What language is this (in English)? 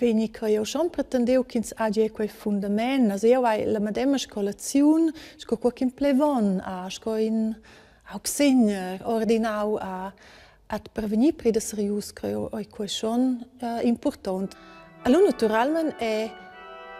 Romansh